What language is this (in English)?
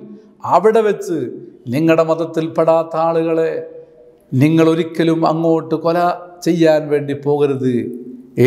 Malayalam